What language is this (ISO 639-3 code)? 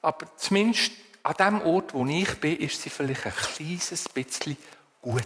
gsw